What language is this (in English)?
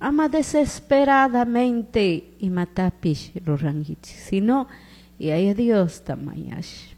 Chimborazo Highland Quichua